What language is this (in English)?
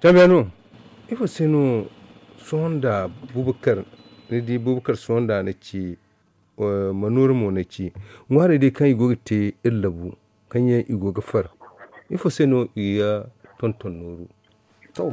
Zarma